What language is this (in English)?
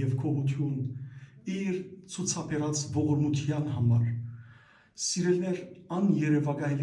Western Armenian